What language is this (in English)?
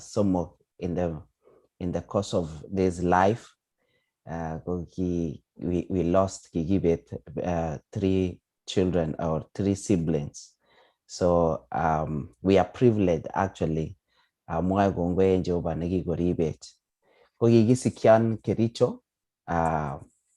Kalenjin